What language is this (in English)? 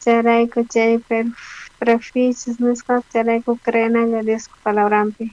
South Bolivian Quechua